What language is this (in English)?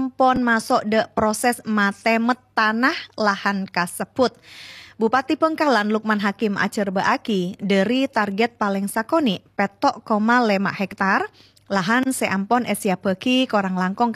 Madurese